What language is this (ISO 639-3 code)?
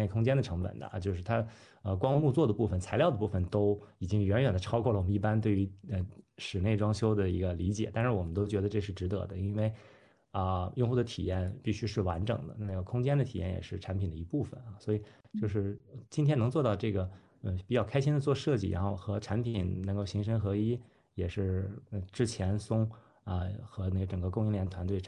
zho